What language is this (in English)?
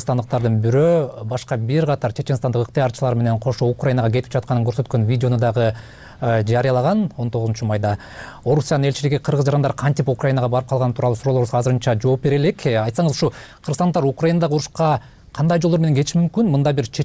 Kyrgyz